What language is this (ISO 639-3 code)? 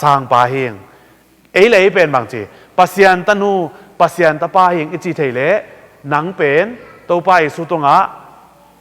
ctd